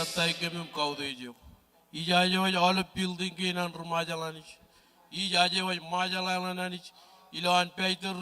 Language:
Marshallese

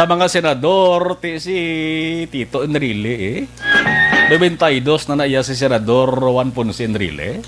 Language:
Hiligaynon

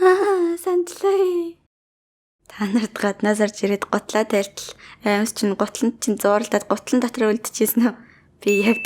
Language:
Mongolian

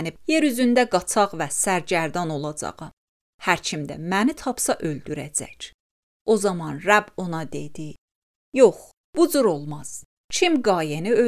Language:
Azerbaijani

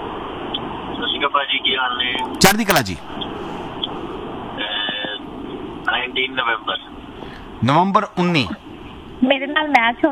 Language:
Punjabi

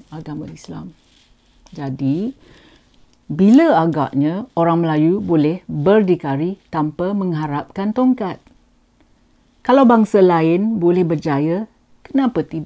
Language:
Malay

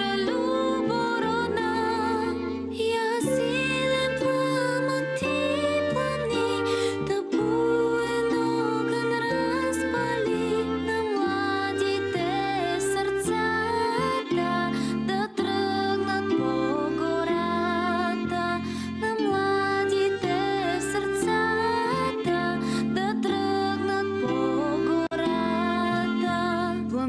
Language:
Bulgarian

